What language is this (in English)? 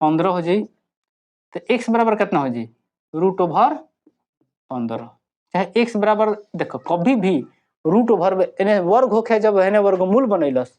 Bhojpuri